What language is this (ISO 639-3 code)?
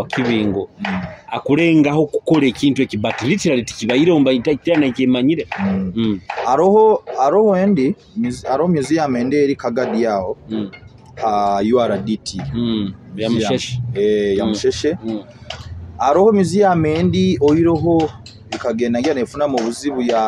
nyo